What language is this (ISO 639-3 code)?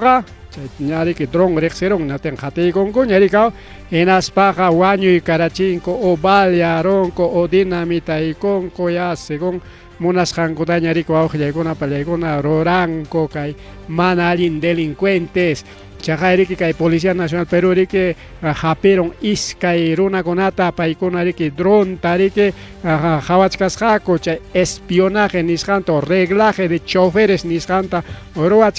quy